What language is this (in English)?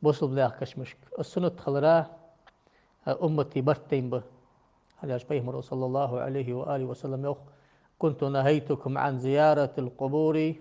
Ingush